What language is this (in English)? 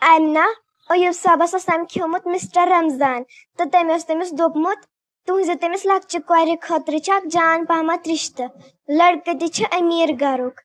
Kashmiri